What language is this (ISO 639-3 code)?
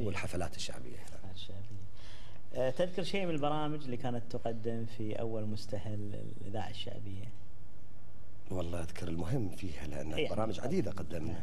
afb